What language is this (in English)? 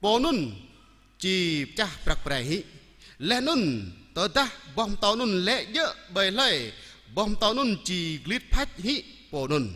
Jarai